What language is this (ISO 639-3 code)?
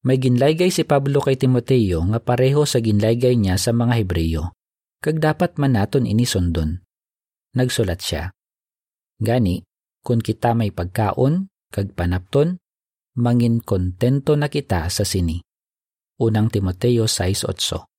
hil